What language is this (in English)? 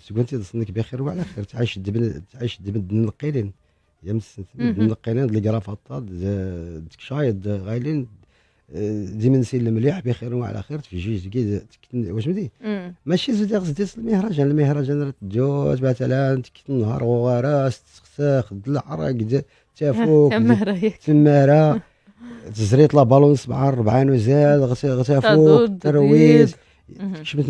Moroccan Arabic